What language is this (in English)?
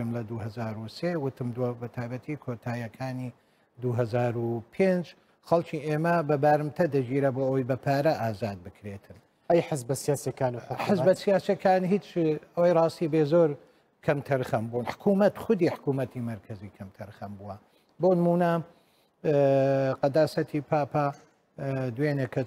Central Kurdish